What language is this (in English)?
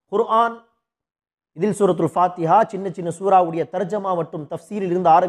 Tamil